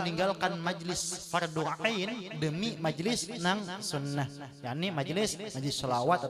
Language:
Banjar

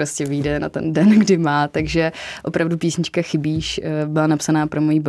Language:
Czech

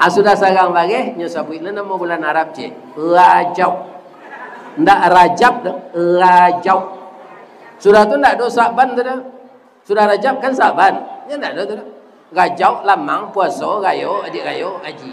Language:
Minangkabau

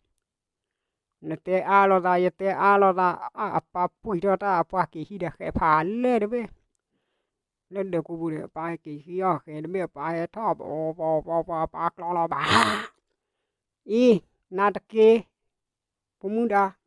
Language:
S'gaw Karen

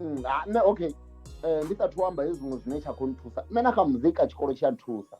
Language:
Venda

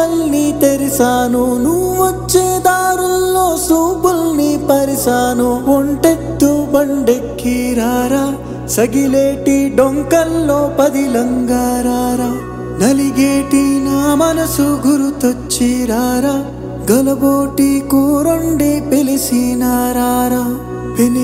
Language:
Telugu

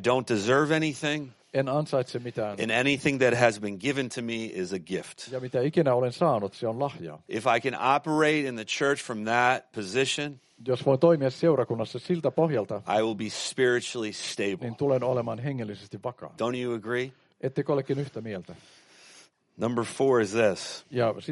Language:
Finnish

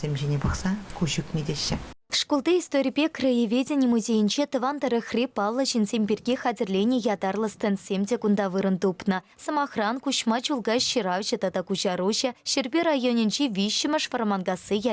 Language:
Chuvash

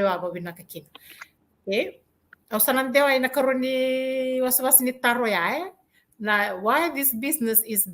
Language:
Fijian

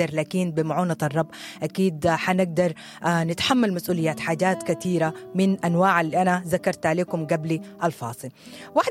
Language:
Sudanese Arabic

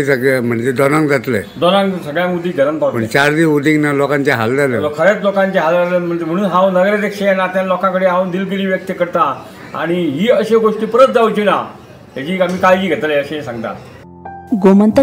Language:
Konkani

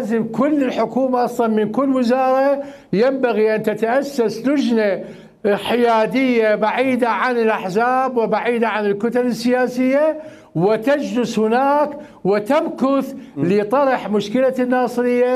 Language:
Mesopotamian Arabic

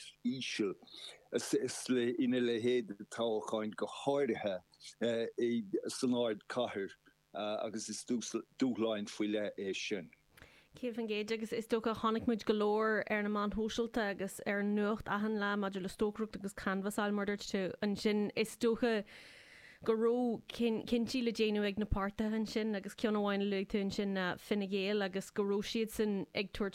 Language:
Irish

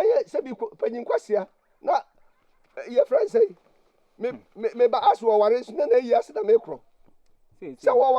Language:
Akan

